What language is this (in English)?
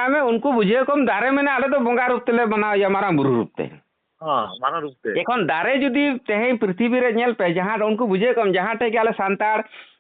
Santali